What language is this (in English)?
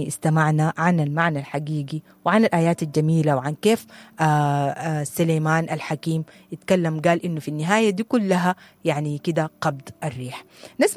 Sudanese Arabic